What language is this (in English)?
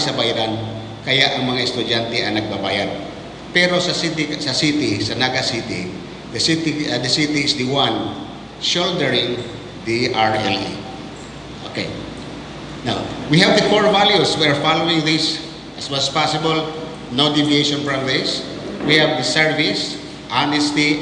Bikol